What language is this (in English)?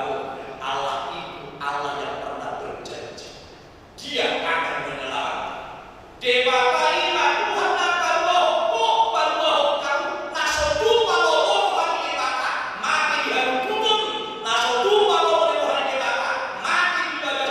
Batak Toba